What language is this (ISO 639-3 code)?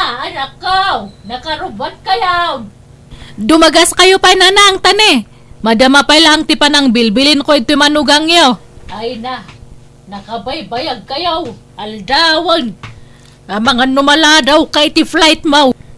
ilo